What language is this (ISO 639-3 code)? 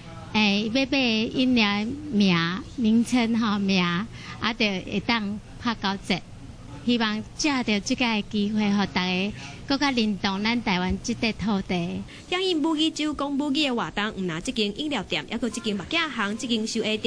nan